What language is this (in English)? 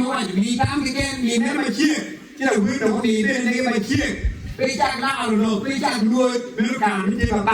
Acoli